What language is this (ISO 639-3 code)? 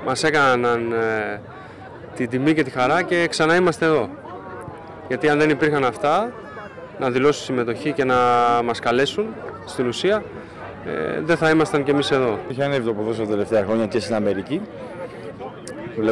ell